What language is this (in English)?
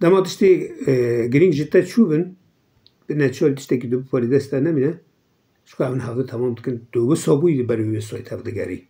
Kurdish